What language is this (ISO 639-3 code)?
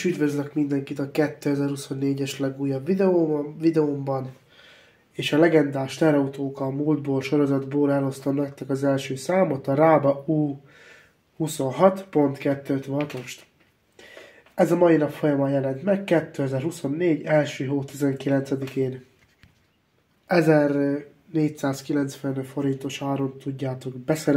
hun